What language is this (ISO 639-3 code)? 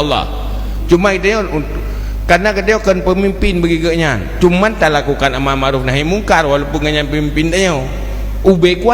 ace